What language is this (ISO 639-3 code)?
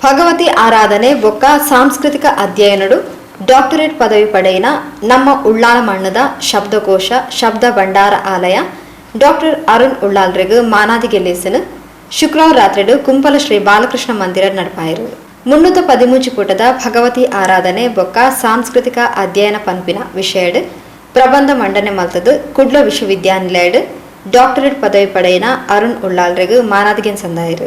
tcy